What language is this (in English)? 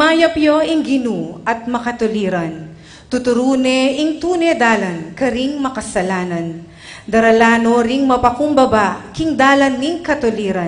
Pampanga